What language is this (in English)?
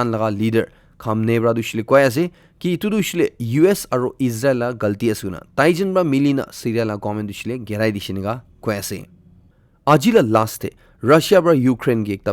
Naga Pidgin